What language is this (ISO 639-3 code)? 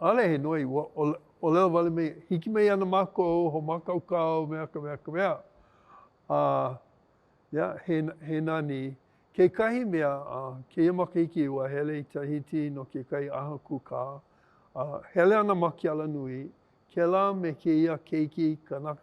haw